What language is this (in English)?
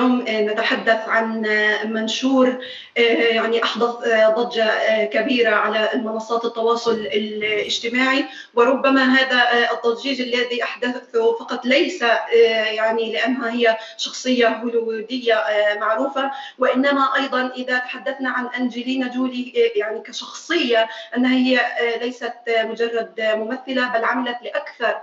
Arabic